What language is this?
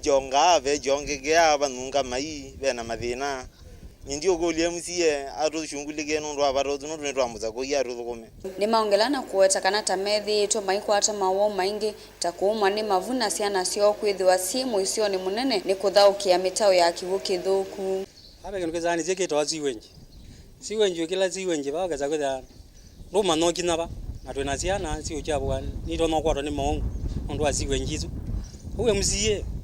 Kamba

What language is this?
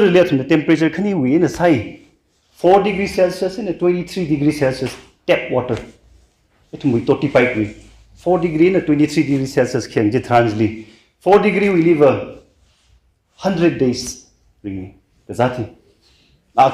Tangkhul Naga (India)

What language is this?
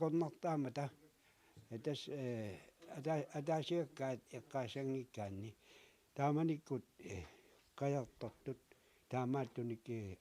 Kalaallisut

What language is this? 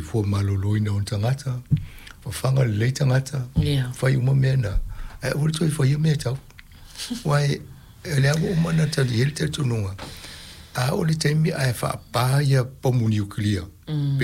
Samoan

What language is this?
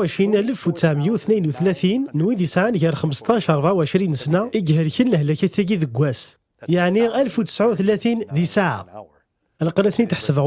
Kabyle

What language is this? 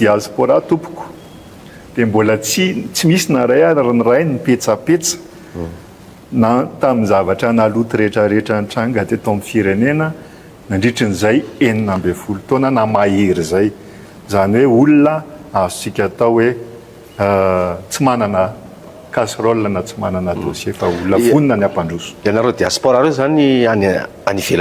Malagasy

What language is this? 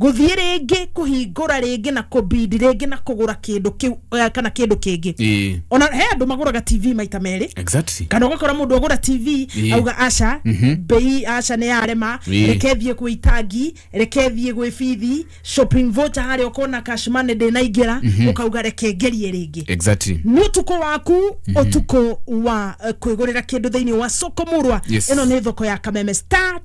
Kikuyu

